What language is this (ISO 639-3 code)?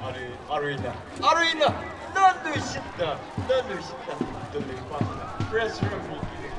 nmf